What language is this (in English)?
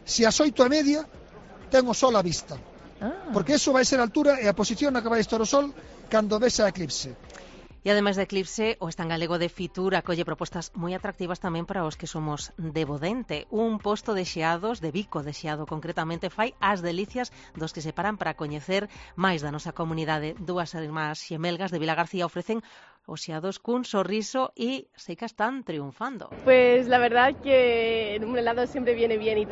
Galician